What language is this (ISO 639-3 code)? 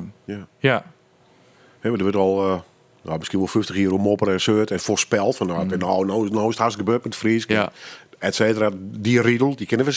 fry